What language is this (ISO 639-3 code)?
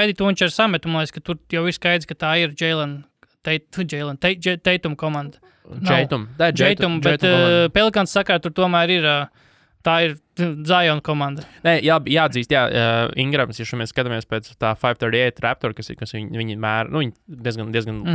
lav